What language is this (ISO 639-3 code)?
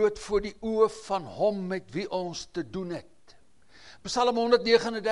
afr